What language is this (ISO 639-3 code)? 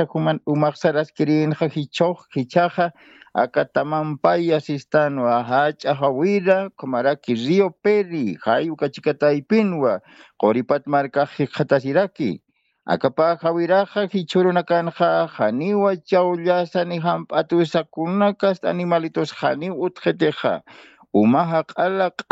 aym